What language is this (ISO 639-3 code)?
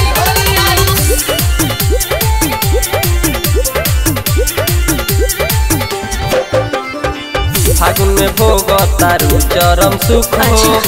bho